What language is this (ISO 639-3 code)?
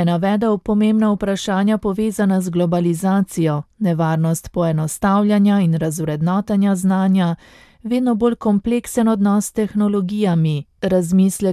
slv